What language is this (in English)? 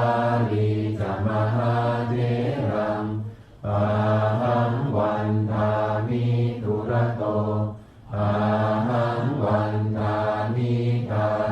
Pali